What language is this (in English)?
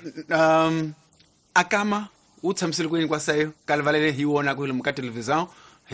Tsonga